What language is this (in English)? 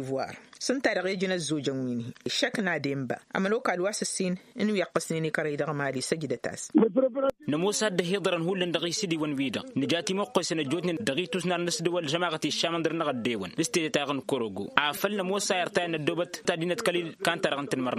Tamasheq